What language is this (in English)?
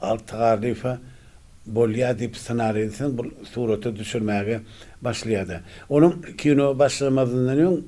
Turkmen